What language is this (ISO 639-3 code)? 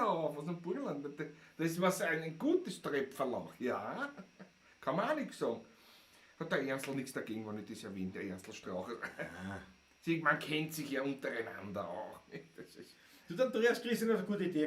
bar